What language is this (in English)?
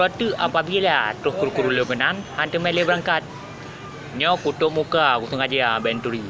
Achinese